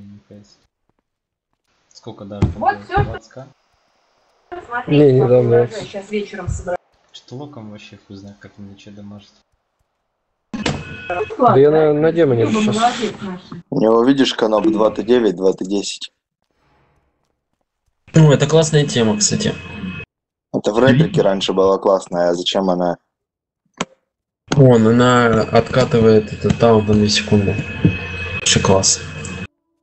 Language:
Russian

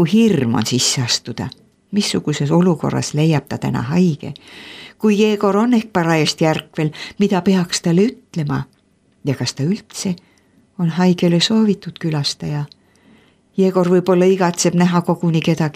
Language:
Estonian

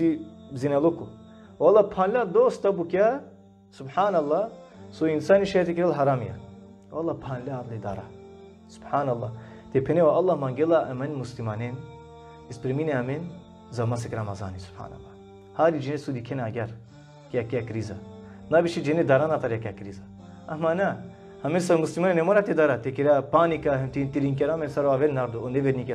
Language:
Balkan Romani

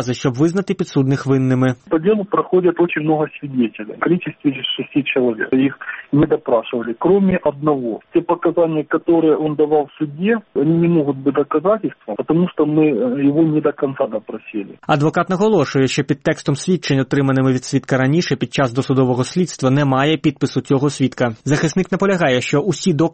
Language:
Ukrainian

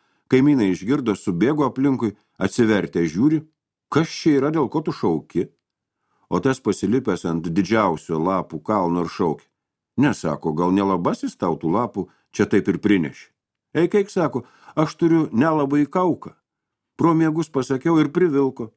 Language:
Lithuanian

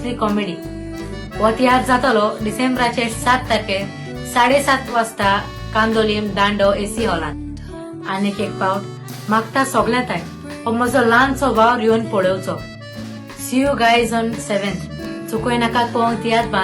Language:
Konkani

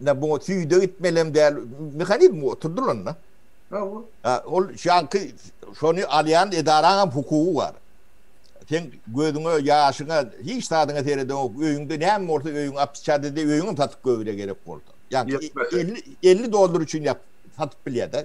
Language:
Turkmen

